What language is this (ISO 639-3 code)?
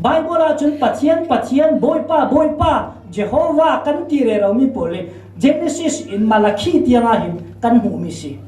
cfm